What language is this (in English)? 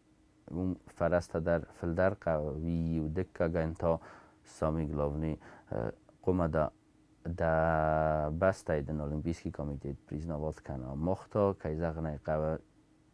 Ossetic